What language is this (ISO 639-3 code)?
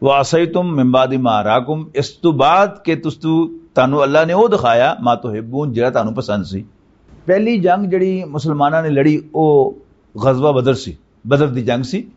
lah